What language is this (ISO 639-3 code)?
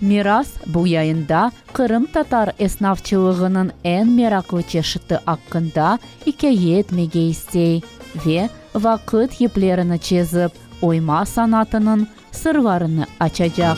crh